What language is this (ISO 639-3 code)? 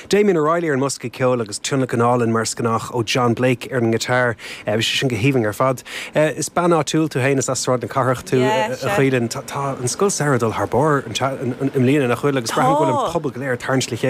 gle